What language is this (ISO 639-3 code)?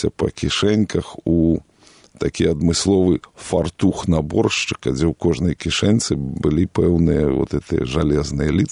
bel